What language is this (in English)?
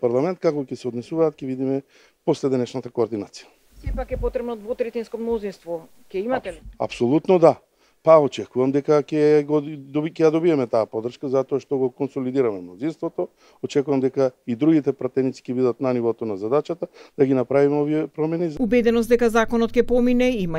Macedonian